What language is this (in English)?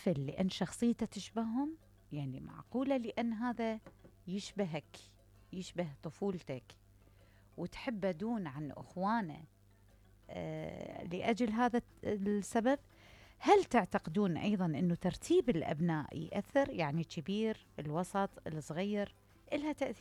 Mesopotamian Arabic